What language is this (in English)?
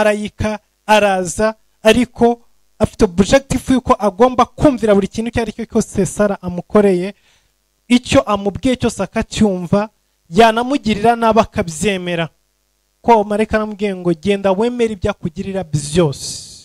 Kinyarwanda